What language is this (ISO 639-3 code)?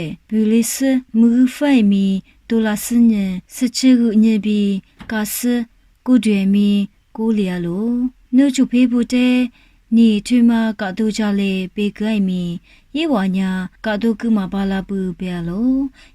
lis